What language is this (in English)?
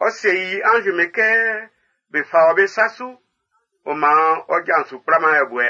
Baoulé